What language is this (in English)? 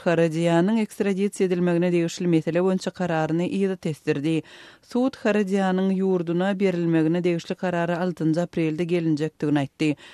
Turkmen